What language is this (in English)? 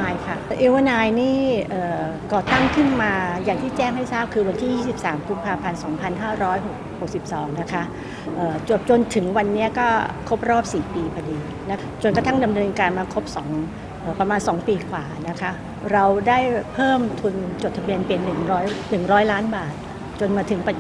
Thai